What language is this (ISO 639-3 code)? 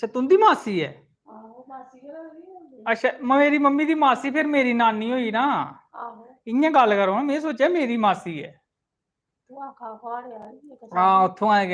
doi